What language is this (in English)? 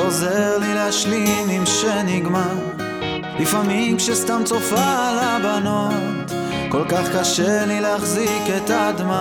Hebrew